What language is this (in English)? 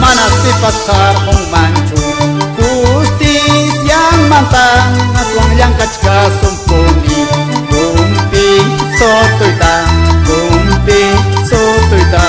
Quechua